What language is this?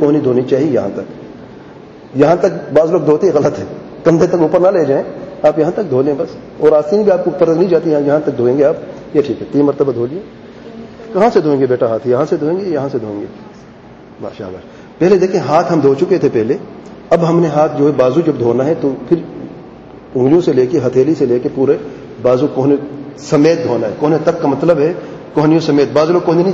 Urdu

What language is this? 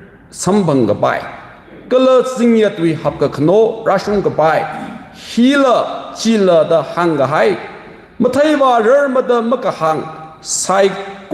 Tangkhul Naga (India)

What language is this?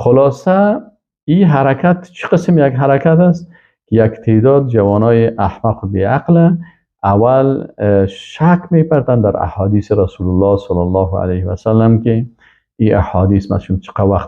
Persian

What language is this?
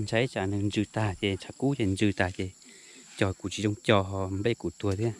Hmong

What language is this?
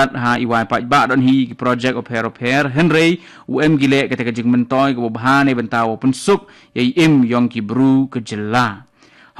Khasi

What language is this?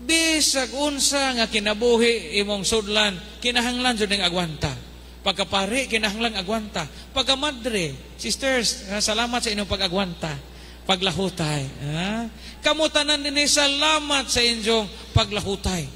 Cebuano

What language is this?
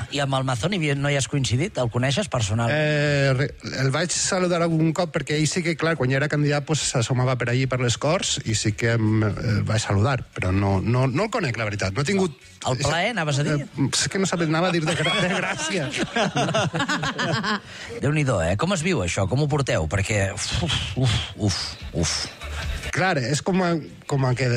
Catalan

